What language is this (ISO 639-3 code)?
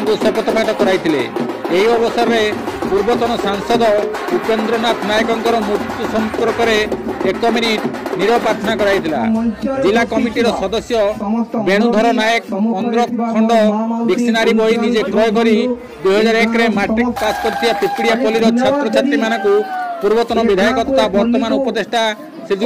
ori